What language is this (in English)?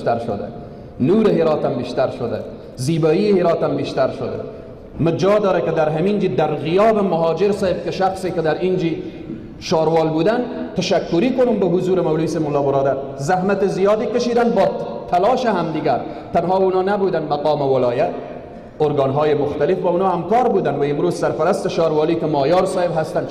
Persian